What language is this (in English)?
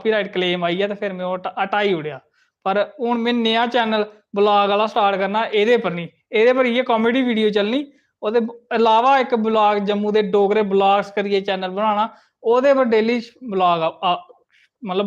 Dogri